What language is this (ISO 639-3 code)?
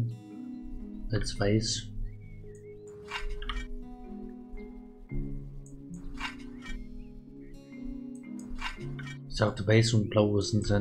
deu